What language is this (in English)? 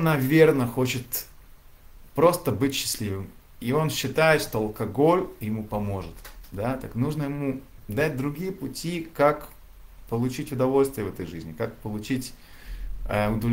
Russian